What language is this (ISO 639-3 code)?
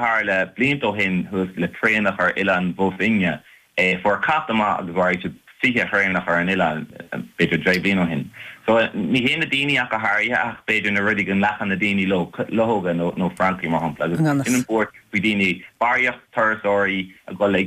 gle